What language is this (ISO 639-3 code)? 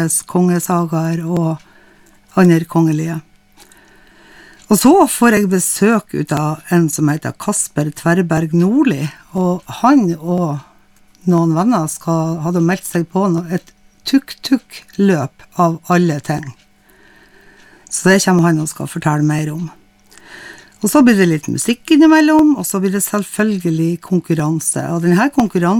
nor